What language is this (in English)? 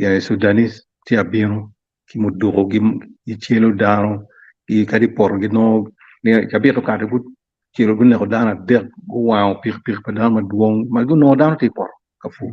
Acoli